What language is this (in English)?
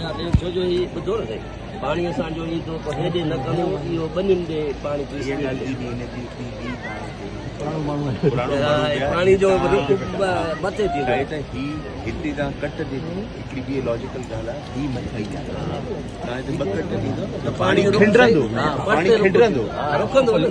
Sindhi